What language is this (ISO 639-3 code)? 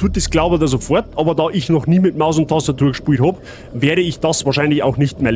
bar